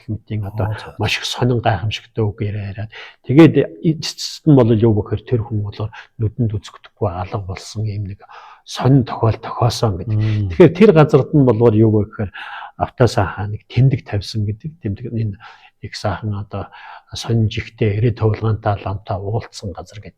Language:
Mongolian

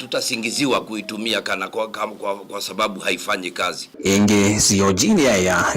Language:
Kamba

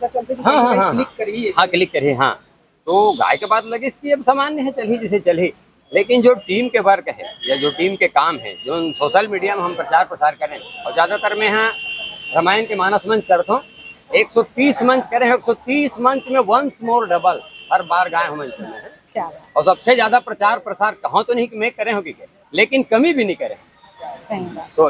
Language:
Chhattisgarhi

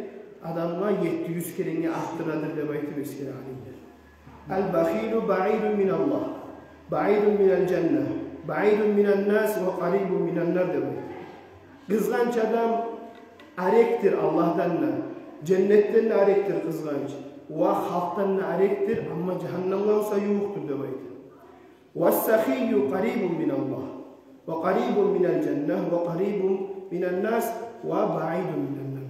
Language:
Kumyk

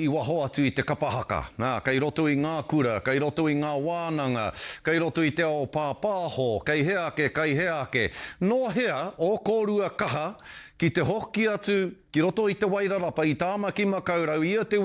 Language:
Māori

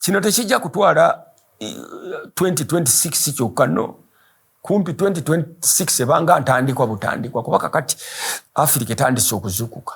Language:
Ganda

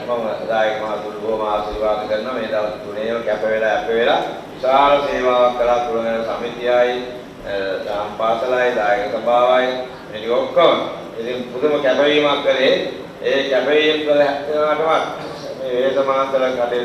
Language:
Sinhala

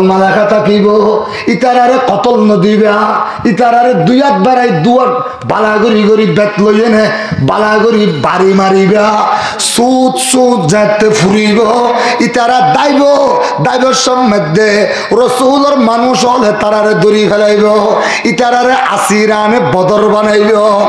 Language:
Rohingya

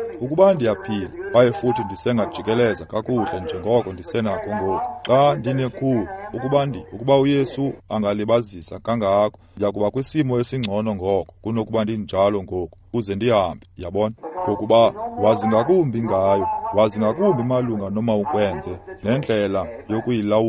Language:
Xhosa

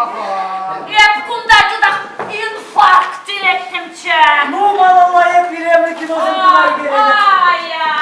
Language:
Chuvash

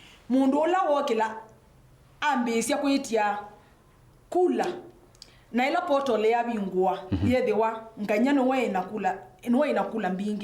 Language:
Kamba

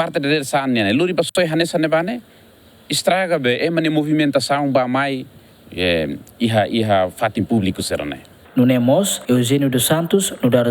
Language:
Tetum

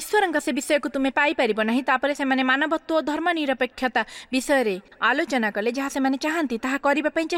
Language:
Odia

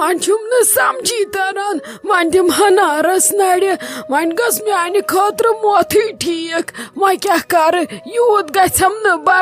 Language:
Kashmiri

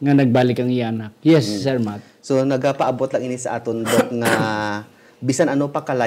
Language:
Hiligaynon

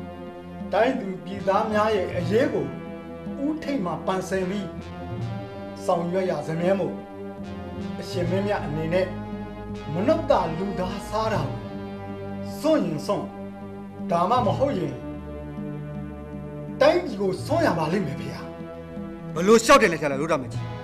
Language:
Burmese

